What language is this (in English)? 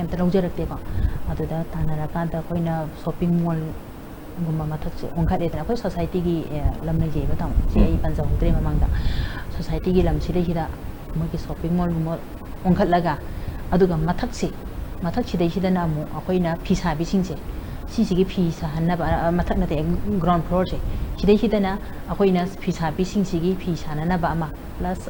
Manipuri